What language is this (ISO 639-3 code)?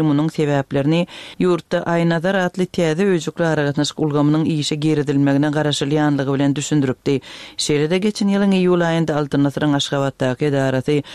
tuk